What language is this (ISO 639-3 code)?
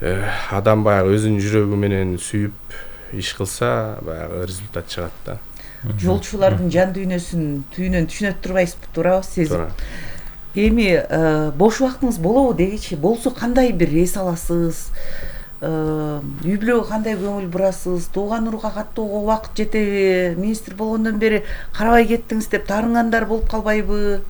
kir